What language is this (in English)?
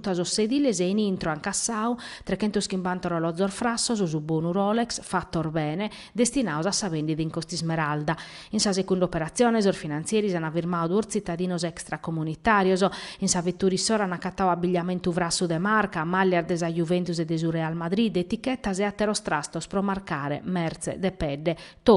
Sardinian